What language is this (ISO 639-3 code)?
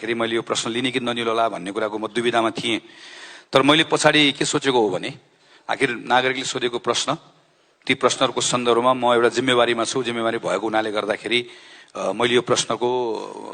nep